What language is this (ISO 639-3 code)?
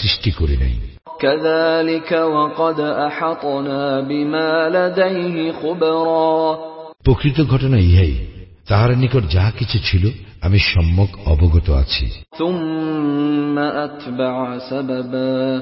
ben